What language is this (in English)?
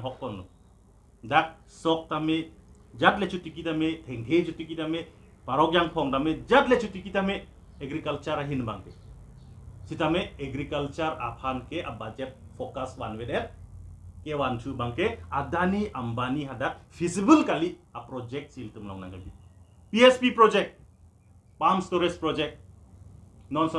Karbi